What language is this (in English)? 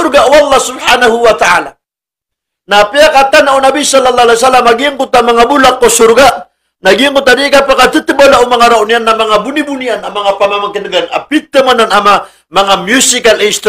Maranao